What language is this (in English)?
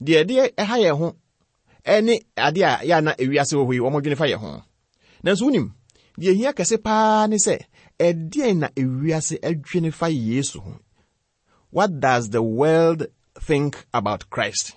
Akan